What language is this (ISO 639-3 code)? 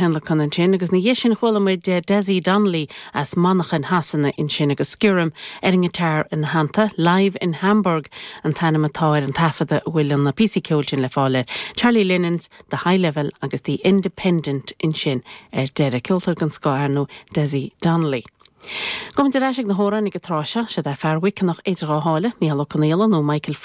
gle